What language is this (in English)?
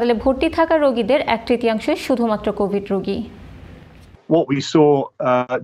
Bangla